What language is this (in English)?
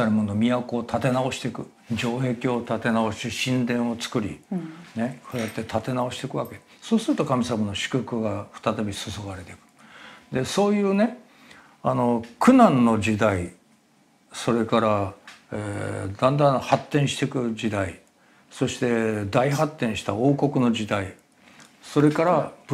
Japanese